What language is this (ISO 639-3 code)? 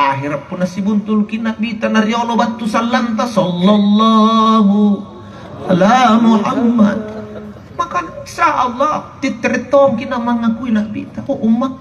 mak